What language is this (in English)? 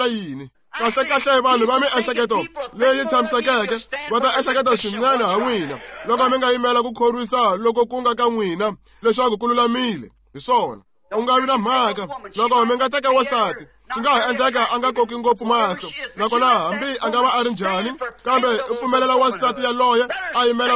Tsonga